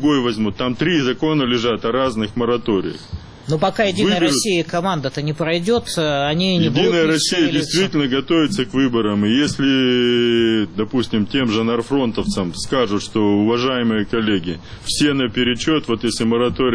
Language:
Russian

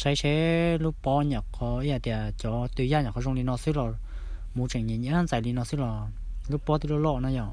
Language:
Hmong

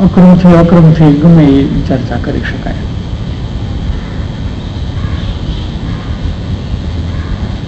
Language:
Gujarati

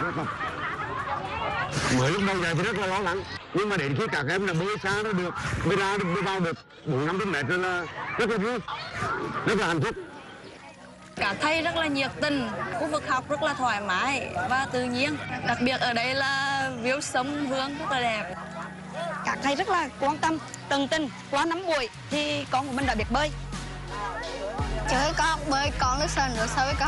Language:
Vietnamese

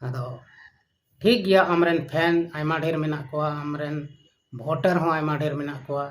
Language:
Santali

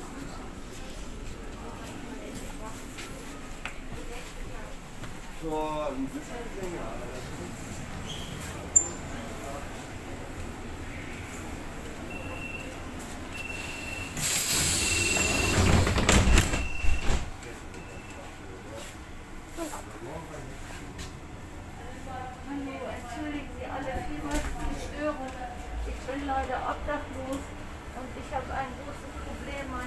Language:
German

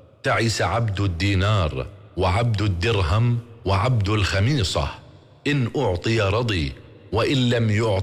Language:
Arabic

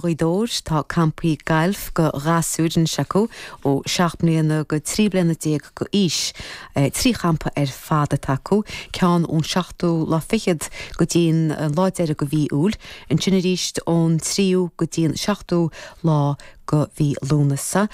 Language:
Irish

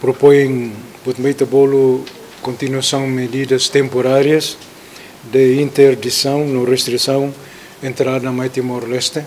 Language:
Tetum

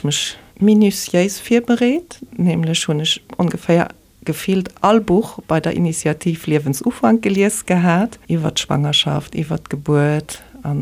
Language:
Luxembourgish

